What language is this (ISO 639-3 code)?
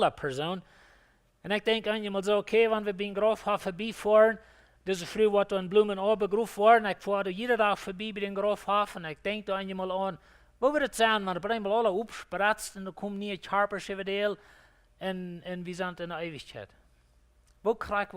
pdt